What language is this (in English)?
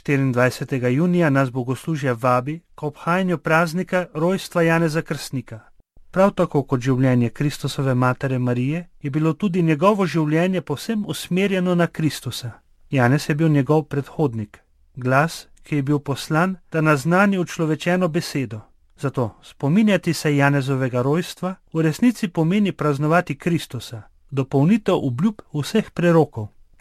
Slovenian